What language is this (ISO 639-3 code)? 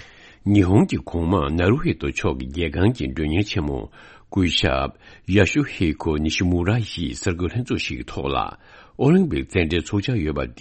bod